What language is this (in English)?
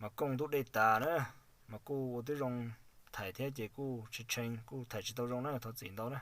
Hmong